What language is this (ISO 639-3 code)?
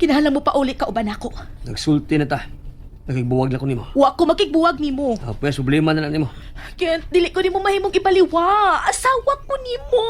ceb